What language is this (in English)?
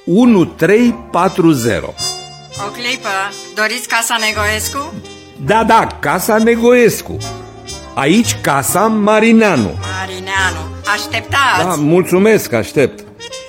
Romanian